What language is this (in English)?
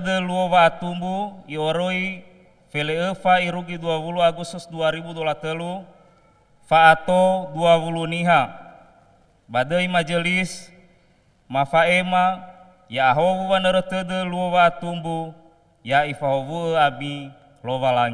Nias